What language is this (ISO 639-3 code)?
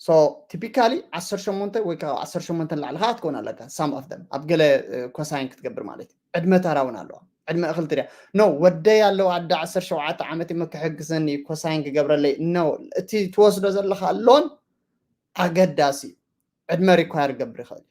tir